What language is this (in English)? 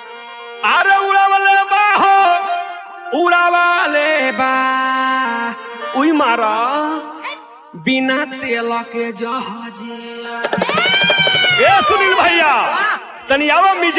Bhojpuri